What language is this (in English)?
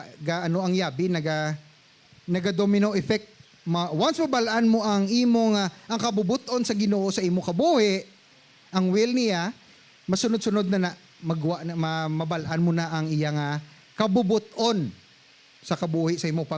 Hiligaynon